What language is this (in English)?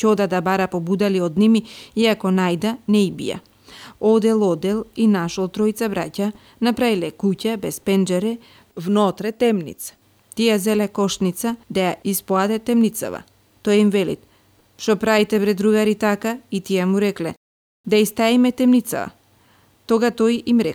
Macedonian